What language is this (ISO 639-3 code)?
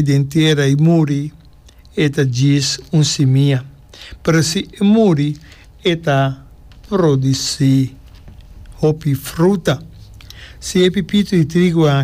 pap